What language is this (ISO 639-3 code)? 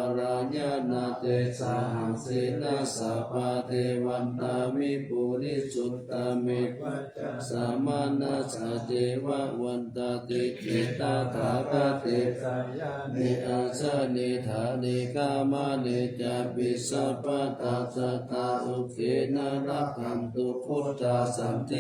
pli